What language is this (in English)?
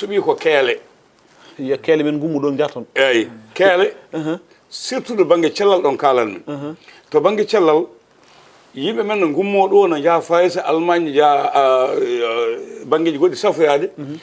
Fula